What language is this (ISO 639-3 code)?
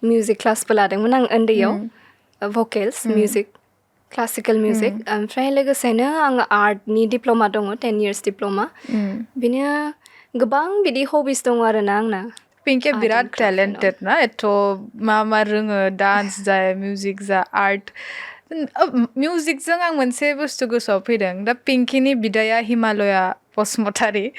brx